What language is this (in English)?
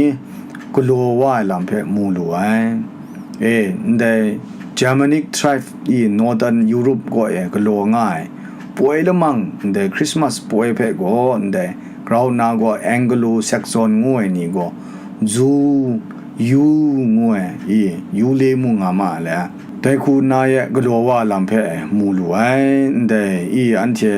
Kachin